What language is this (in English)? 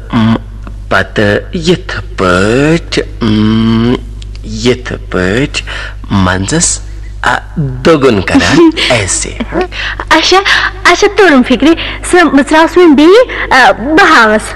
Kashmiri